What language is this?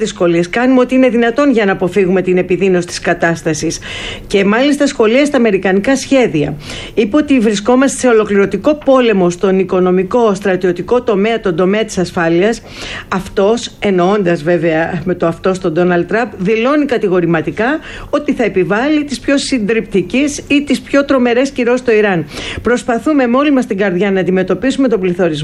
Greek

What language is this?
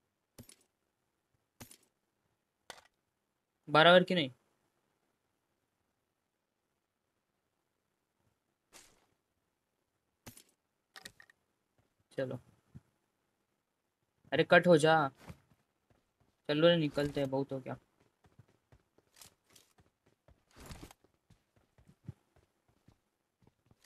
Hindi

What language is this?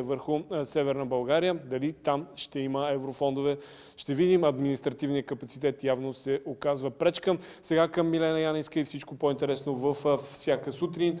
Bulgarian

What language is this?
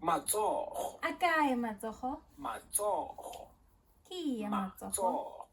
Tswana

